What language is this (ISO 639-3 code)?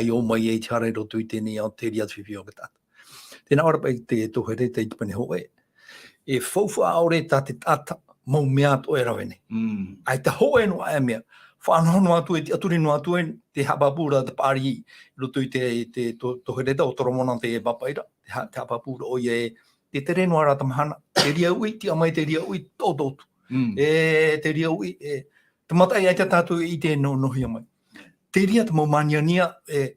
tah